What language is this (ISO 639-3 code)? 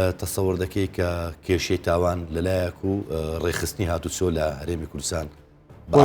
ckb